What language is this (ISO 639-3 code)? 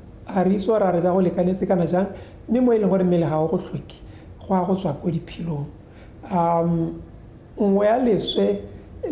tsn